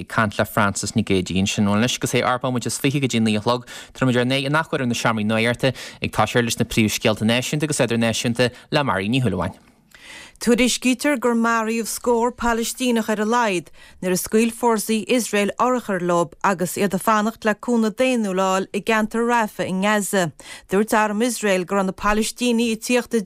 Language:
Irish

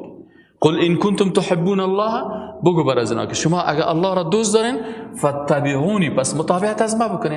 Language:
Persian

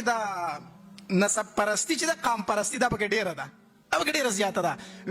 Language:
Pashto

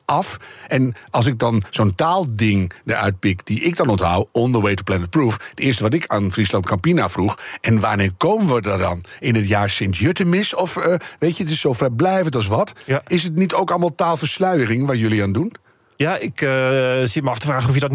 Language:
Dutch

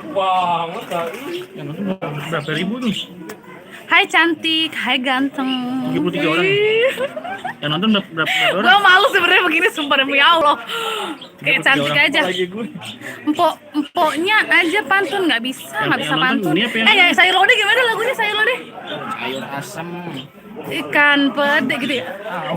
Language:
Betawi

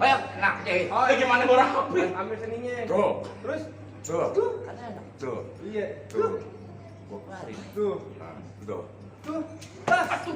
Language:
Betawi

